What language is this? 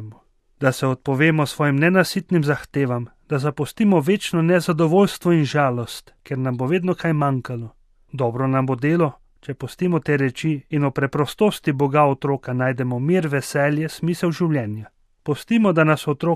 Slovenian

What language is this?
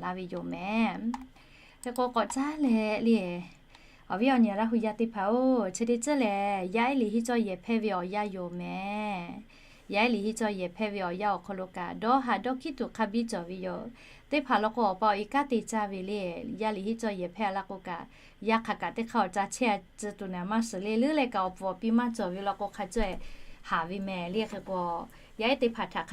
Lahu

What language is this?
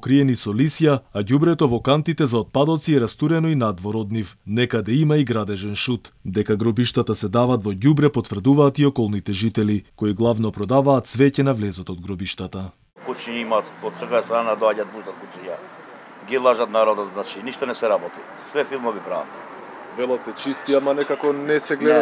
Macedonian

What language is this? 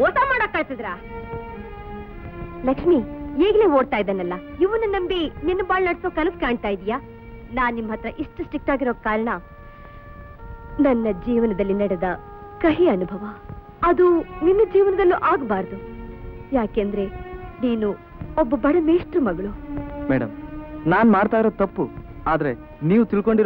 Kannada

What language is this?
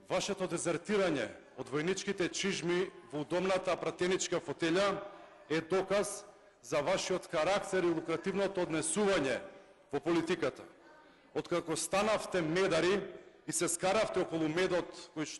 Macedonian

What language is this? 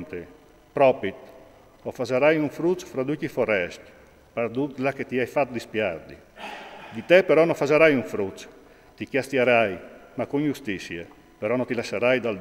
Friulian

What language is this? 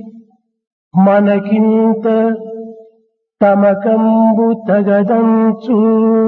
Telugu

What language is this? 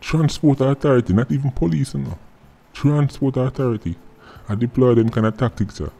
Jamaican Creole English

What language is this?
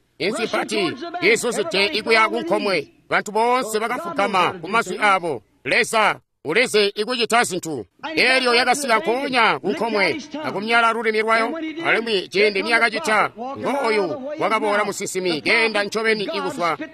Tonga (Zambia)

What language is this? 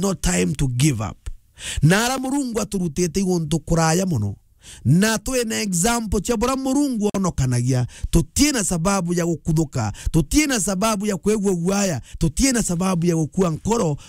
Meru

